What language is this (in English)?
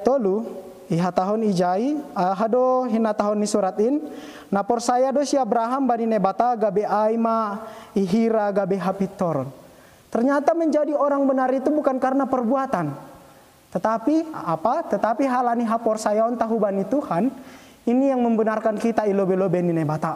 Batak Simalungun